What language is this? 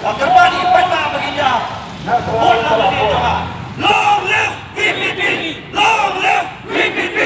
Khasi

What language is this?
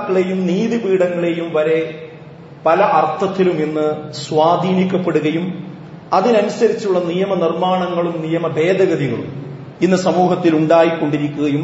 Malayalam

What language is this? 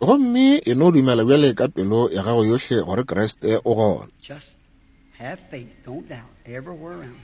Northern Sotho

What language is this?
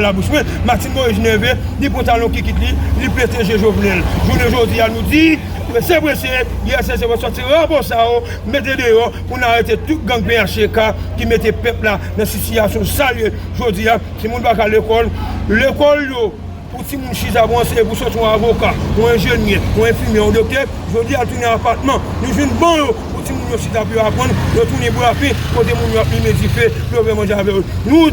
Haitian Creole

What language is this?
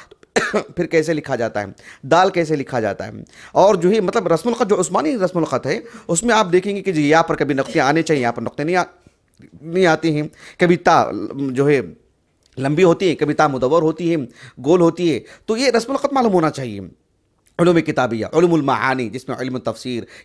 Urdu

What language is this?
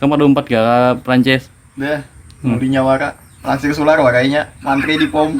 Banjar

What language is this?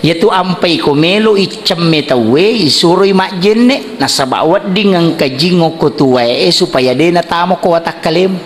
Buginese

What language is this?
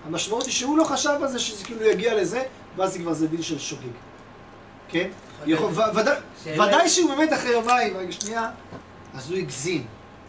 Hebrew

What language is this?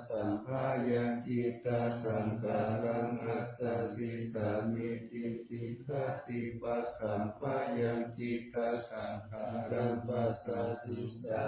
Pali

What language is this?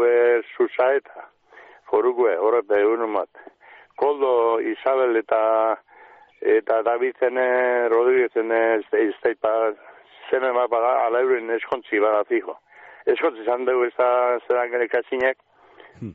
Basque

